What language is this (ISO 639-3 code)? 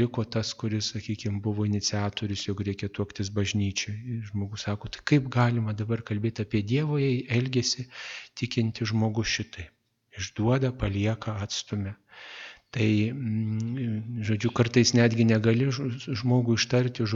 lit